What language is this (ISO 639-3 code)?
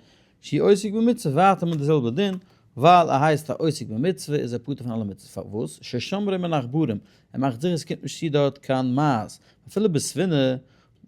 yid